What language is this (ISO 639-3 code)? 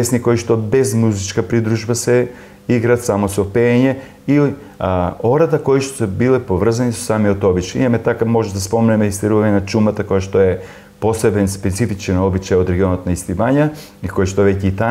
mkd